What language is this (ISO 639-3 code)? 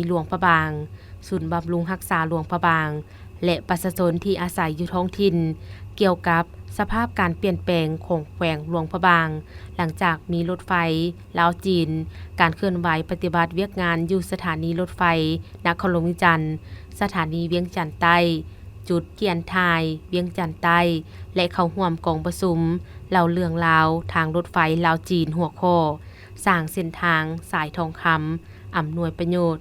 lao